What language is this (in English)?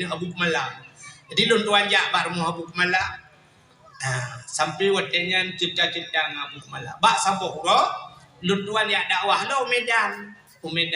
Achinese